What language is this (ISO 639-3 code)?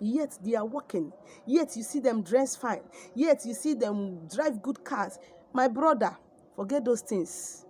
ibo